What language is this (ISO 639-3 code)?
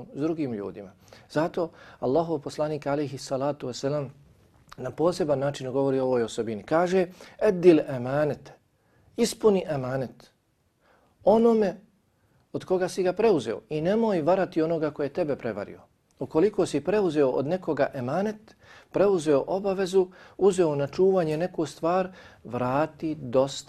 bos